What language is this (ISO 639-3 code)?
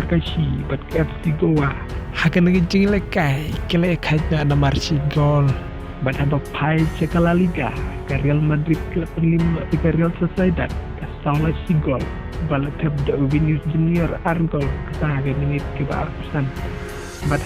kha